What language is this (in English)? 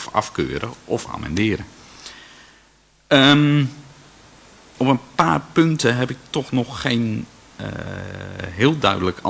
Dutch